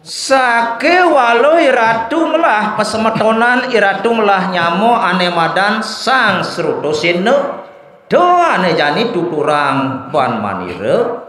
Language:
Balinese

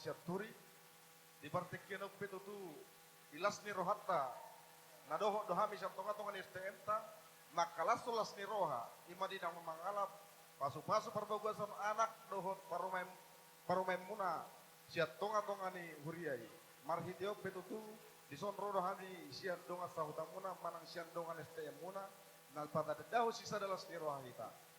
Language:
Batak Toba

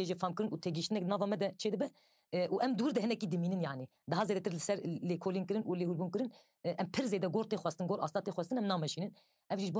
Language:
Kurdish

